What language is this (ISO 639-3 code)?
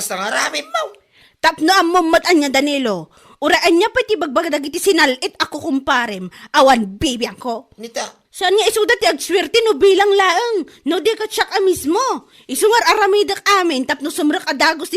ilo